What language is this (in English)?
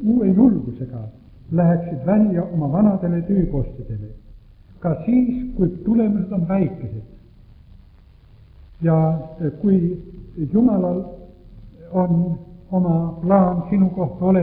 Estonian